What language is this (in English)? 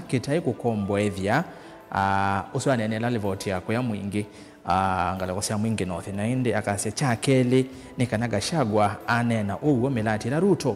Kamba